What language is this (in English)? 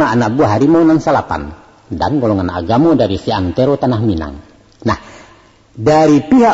Minangkabau